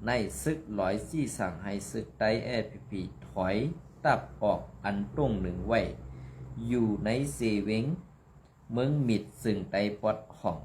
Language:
Shan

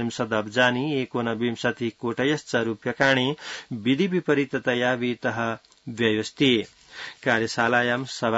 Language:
Sanskrit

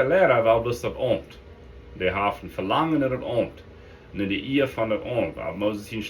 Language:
Plautdietsch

